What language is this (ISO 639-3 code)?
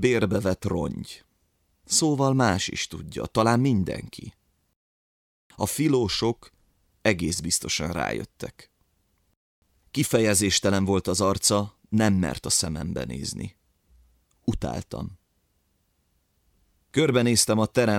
hun